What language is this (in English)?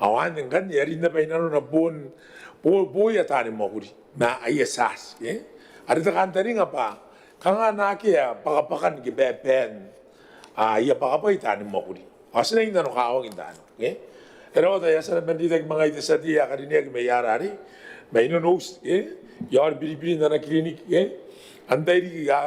Gilbertese